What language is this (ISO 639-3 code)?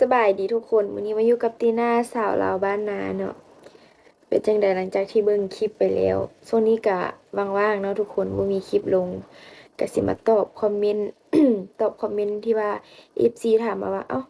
tts